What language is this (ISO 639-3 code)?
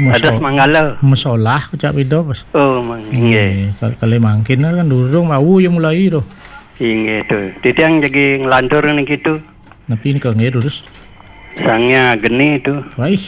ban